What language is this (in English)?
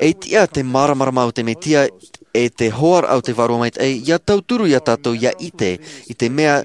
Tahitian